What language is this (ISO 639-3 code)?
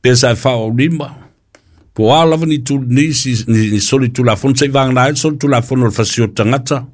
smo